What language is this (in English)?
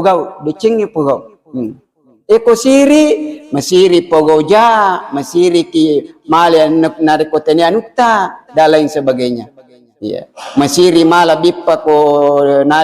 Buginese